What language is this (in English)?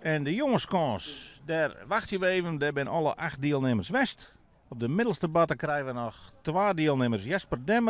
Western Frisian